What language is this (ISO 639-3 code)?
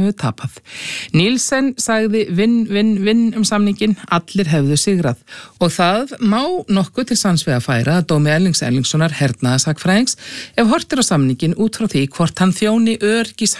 isl